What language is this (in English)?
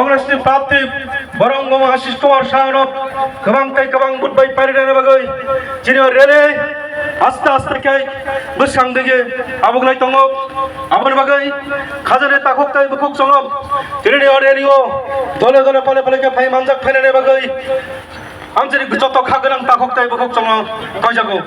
Kok Borok